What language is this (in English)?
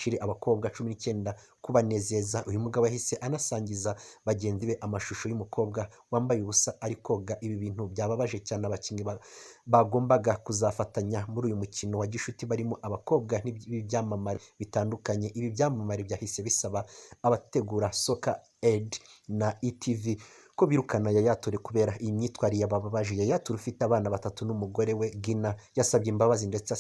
Kinyarwanda